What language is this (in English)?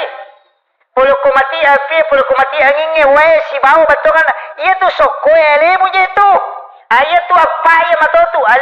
Buginese